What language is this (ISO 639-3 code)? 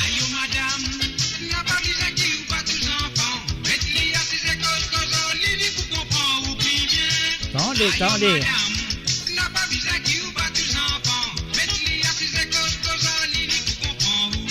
mfe